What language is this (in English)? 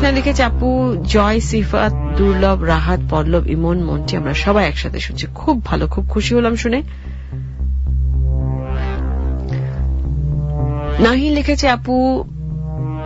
Bangla